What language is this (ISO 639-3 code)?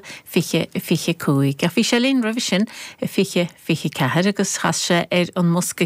gle